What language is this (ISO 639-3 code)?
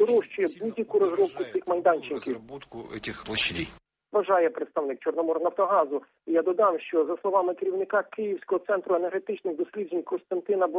ukr